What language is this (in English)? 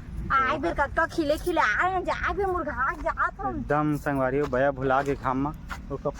Chhattisgarhi